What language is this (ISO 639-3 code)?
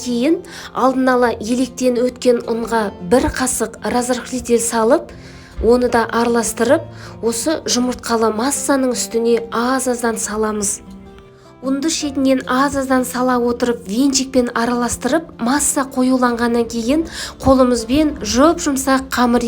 kaz